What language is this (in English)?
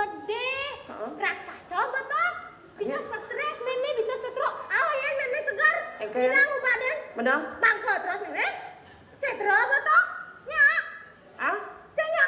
Balinese